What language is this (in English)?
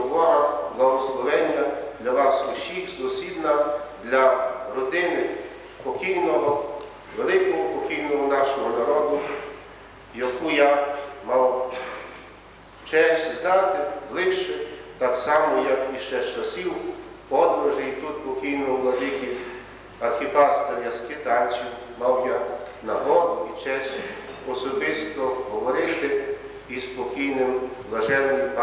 Ukrainian